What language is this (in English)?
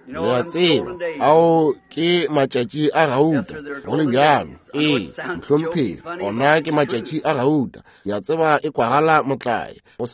Northern Sotho